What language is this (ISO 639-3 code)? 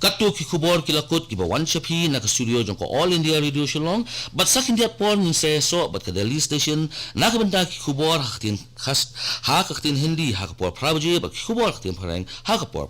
kha